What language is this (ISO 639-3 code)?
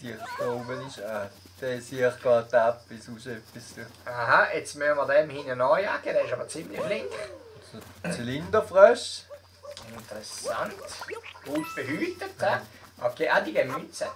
gsw